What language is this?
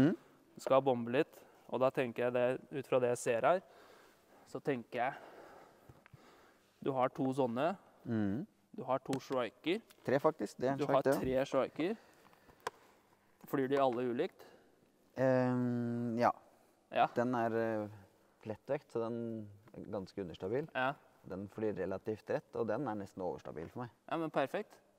Norwegian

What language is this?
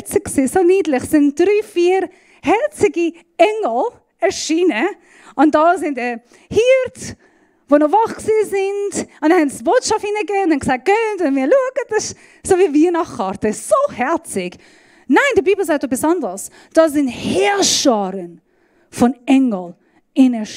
Swiss German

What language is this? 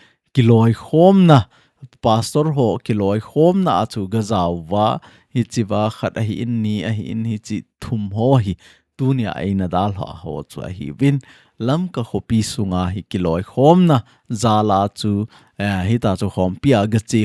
Thado Chin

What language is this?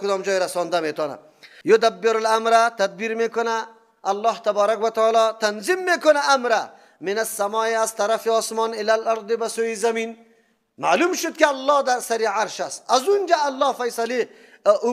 Persian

